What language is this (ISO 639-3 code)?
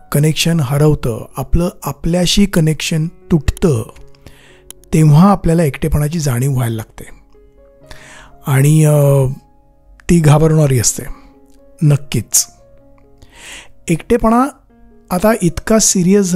mar